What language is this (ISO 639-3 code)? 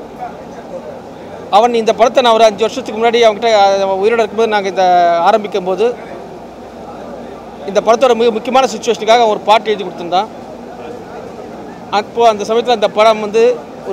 tam